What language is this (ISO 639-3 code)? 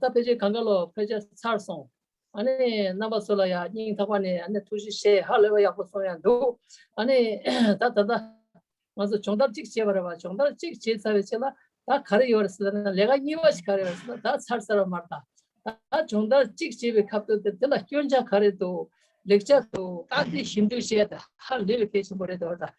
bod